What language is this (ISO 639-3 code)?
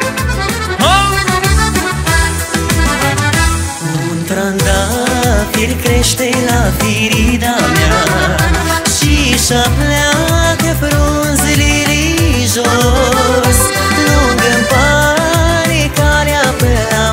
ron